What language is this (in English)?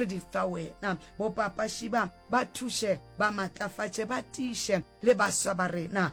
Northern Sotho